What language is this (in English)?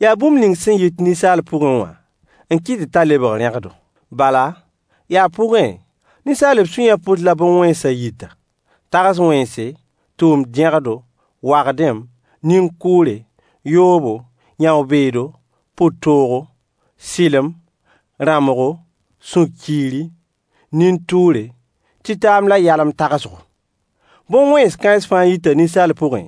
Mossi